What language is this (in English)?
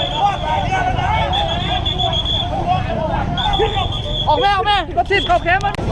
Lao